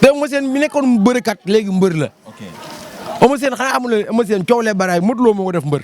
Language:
Wolof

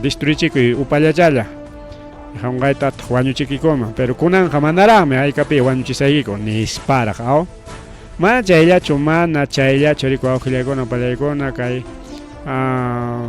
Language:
Ayacucho Quechua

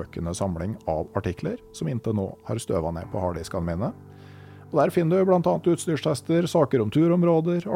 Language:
Norwegian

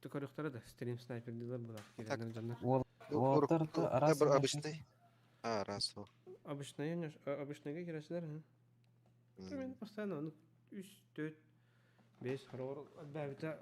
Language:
Yakut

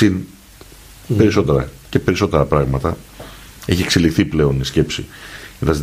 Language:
Greek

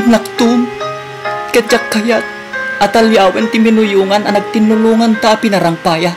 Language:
Iloko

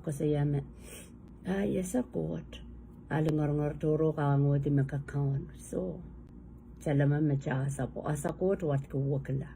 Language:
Pohnpeian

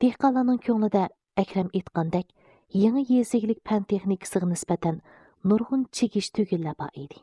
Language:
Uyghur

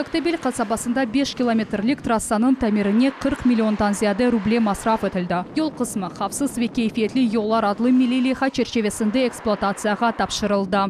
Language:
Crimean Tatar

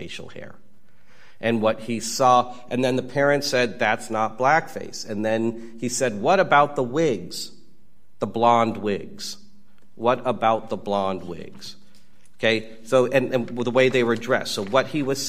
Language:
English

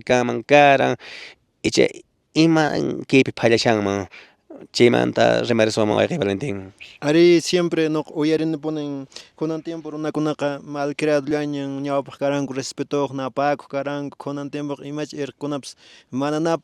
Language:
Quechua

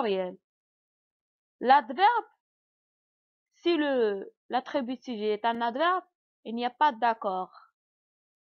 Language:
French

